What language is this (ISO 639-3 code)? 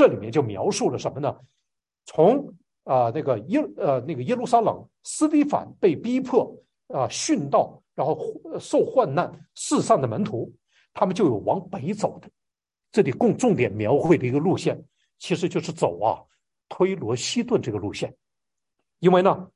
zho